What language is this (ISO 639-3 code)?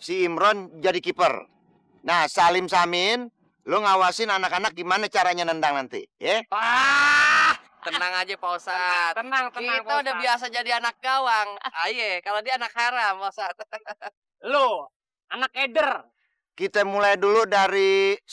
bew